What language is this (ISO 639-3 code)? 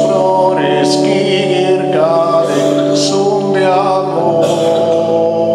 srd